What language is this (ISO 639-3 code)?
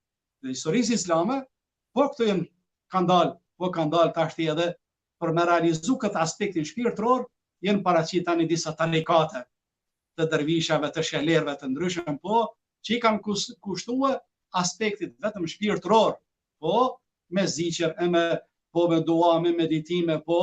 sqi